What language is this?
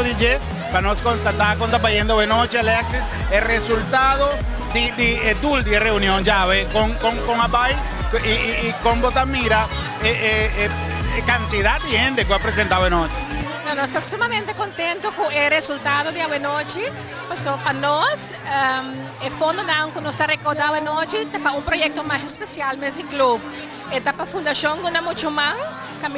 Papiamento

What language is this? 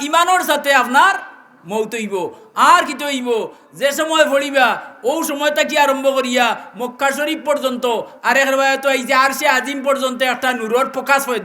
Sylheti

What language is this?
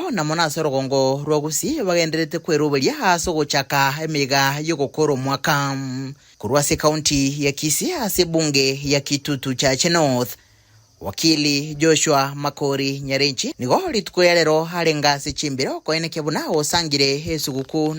Gusii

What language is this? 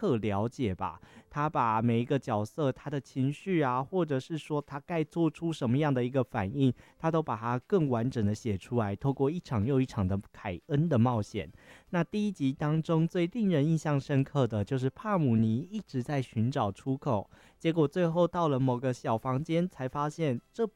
Chinese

